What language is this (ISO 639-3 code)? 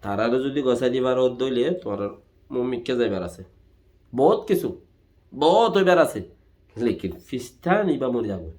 rhg